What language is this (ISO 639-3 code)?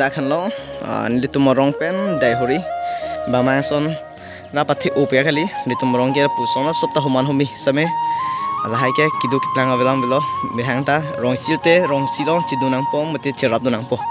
mjw